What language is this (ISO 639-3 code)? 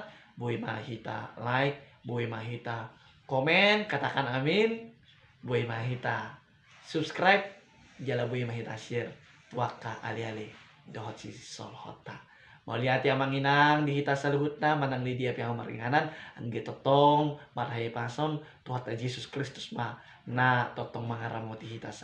bbc